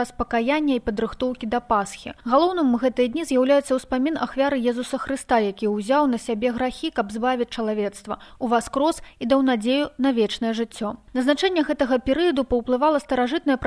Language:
Belarusian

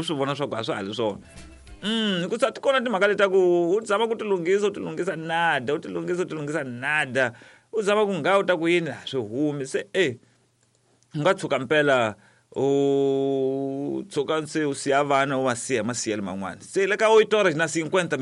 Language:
Tsonga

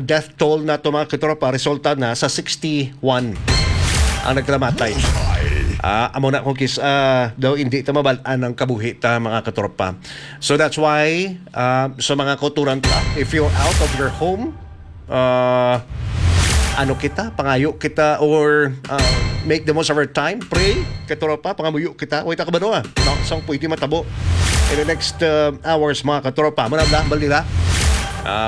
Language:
Hiligaynon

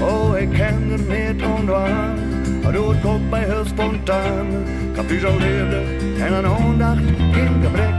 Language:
Western Frisian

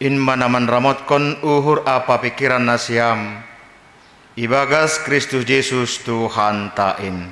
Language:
Batak Simalungun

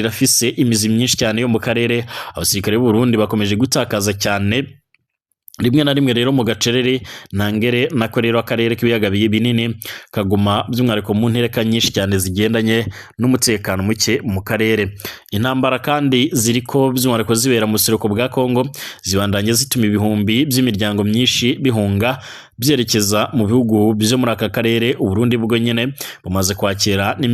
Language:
Rundi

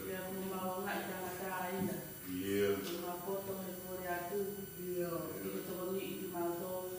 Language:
Tongan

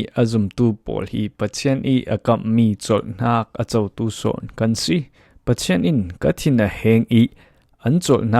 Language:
Falam Chin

